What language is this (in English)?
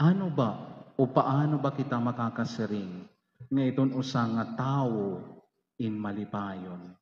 Waray